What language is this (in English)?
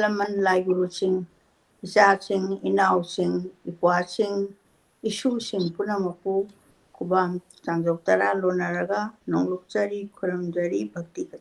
Manipuri